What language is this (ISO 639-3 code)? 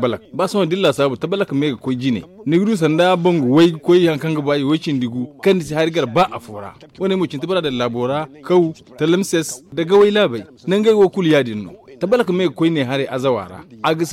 dje